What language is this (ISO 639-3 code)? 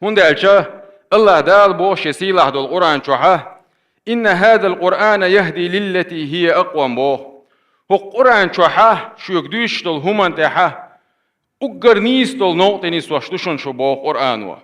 che